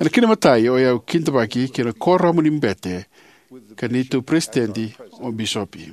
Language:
Fijian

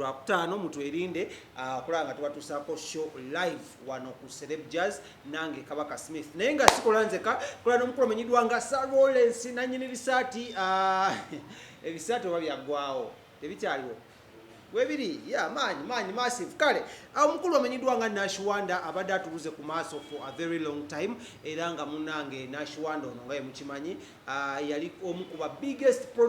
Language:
Ganda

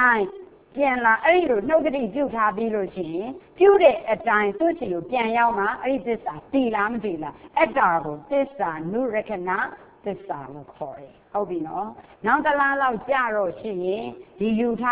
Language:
Burmese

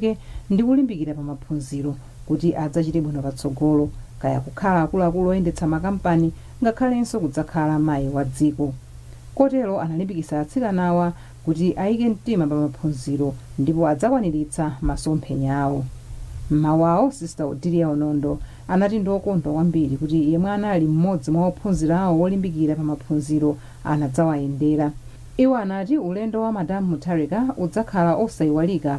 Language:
Nyanja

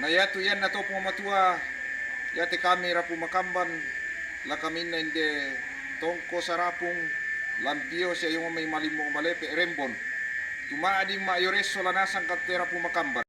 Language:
Toraja-Sa'dan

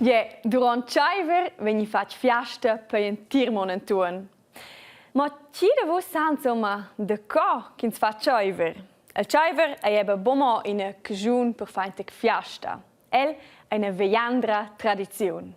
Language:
Romansh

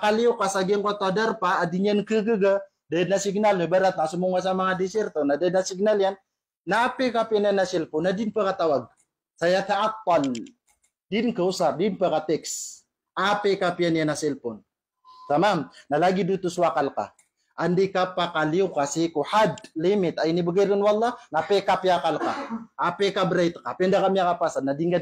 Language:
Maranao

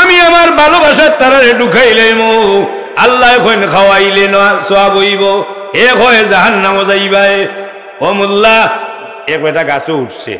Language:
Sylheti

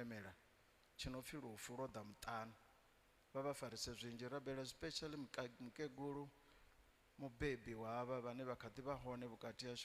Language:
Venda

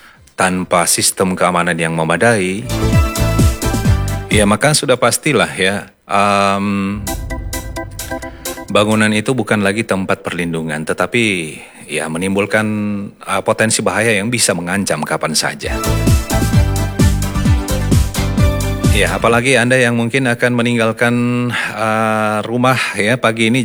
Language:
Indonesian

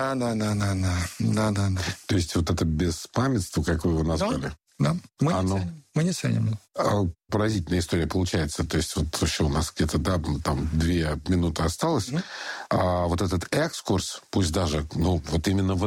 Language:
Russian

